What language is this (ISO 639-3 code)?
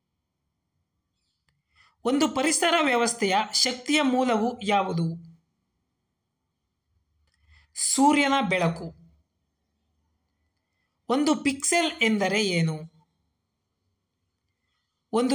kan